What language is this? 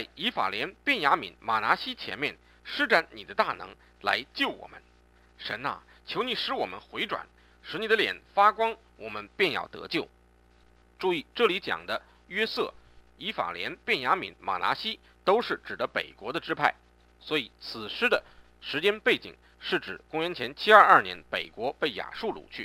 Chinese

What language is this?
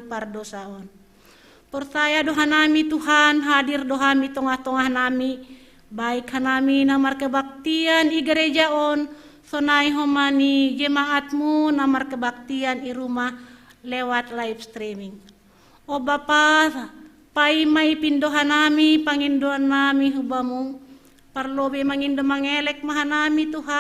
Batak Simalungun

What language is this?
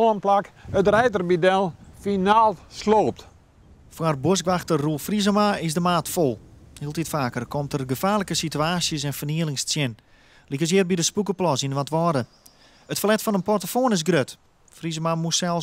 Western Frisian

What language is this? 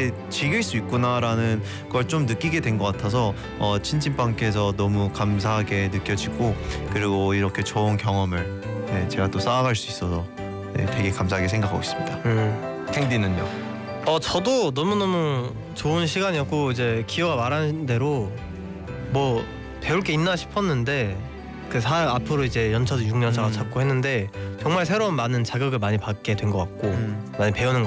Korean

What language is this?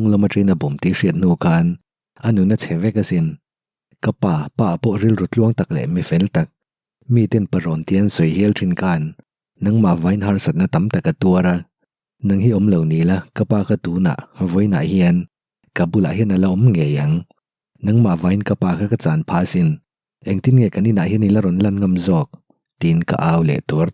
Mizo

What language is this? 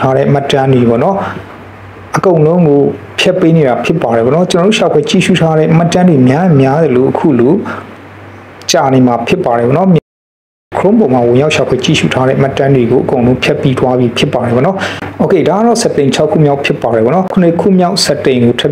Burmese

